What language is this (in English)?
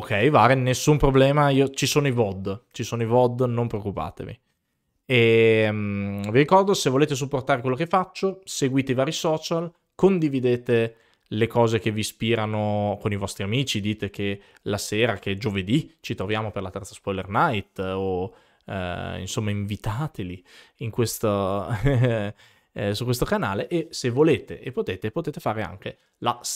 Italian